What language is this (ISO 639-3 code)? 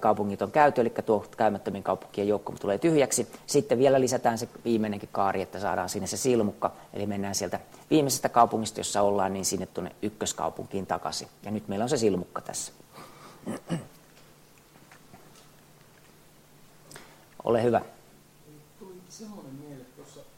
fin